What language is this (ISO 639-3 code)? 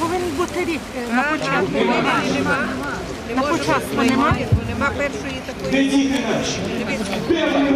ukr